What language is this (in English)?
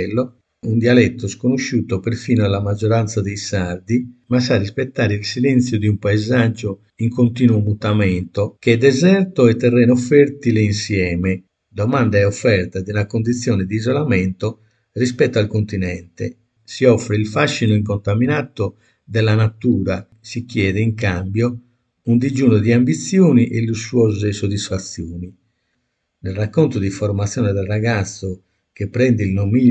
Italian